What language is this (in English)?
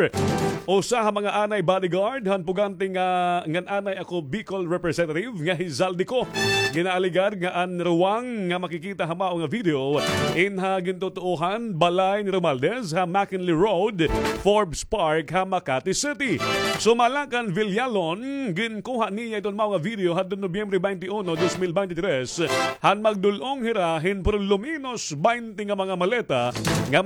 Waray